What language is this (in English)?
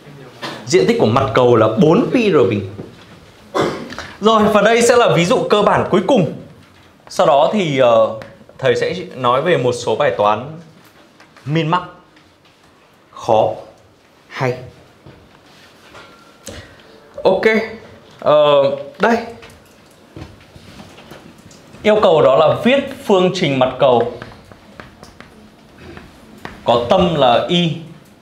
Vietnamese